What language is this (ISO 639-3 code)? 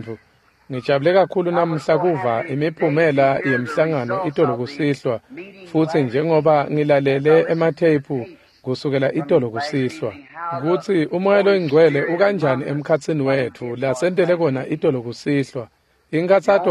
ssw